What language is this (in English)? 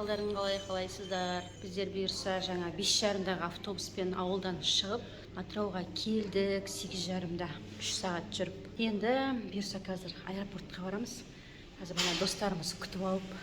Kazakh